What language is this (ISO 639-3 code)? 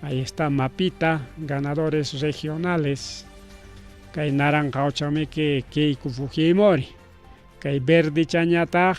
quy